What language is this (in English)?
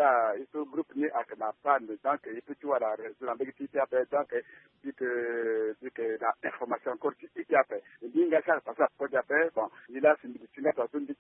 Sango